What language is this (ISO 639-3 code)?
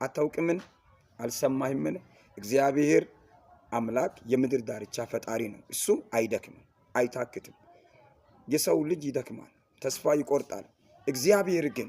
amh